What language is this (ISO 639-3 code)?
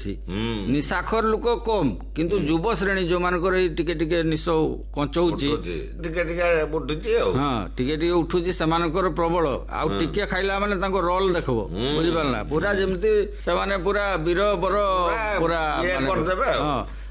ori